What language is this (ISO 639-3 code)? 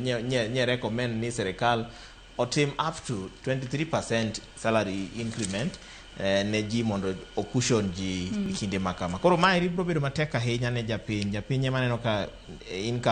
luo